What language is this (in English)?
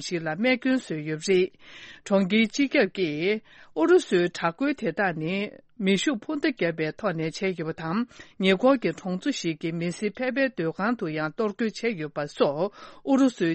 Tibetan